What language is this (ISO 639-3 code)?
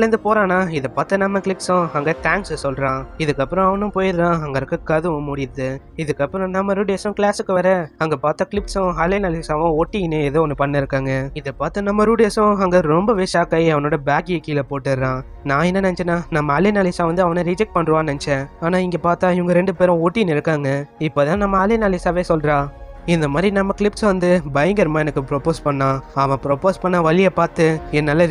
tam